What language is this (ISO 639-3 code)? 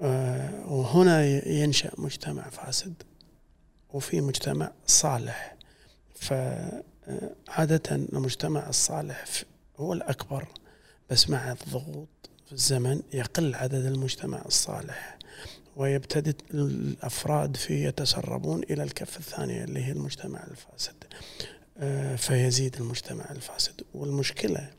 afb